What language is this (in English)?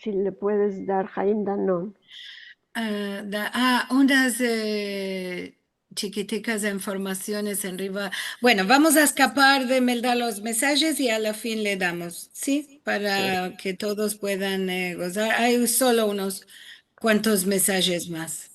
Ladino